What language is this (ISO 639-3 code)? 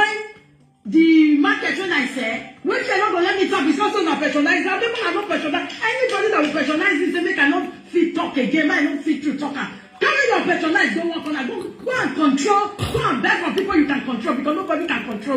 pcm